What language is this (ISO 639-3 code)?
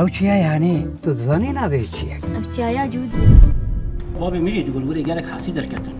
kur